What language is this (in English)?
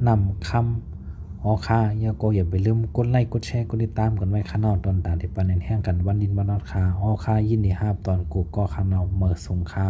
Shan